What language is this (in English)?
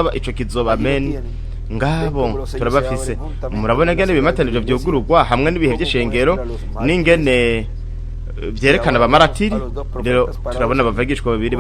Rundi